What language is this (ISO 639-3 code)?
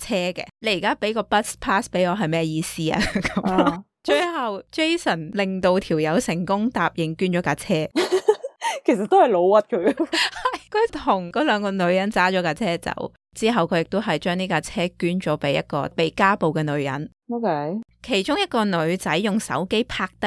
yue